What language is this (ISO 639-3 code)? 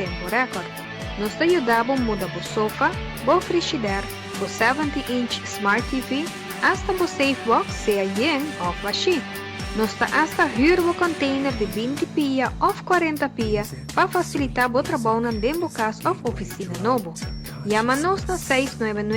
pap